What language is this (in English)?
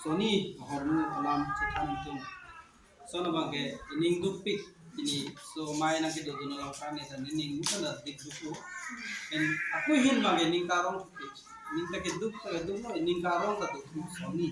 Karbi